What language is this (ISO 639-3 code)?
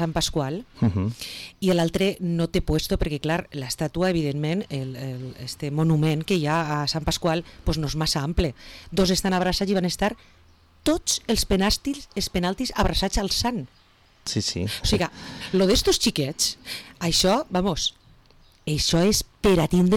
cat